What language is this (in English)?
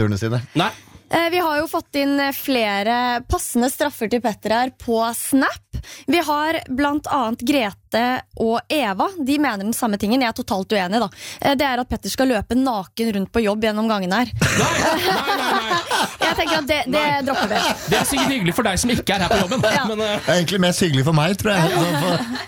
Norwegian